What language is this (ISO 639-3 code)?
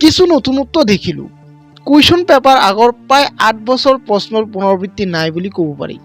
asm